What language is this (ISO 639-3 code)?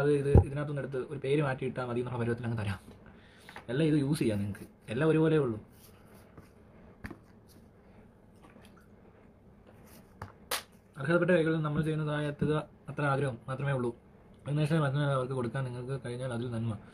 mal